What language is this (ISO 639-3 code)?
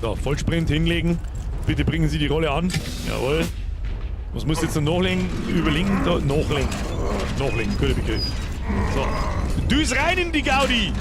bar